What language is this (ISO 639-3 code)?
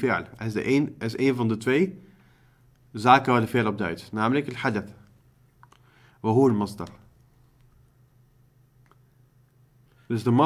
nld